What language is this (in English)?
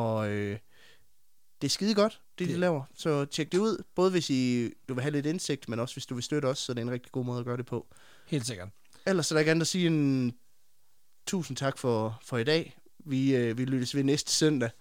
Danish